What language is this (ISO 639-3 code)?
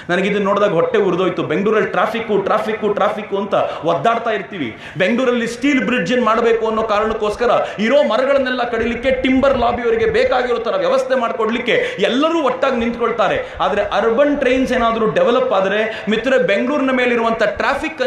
kan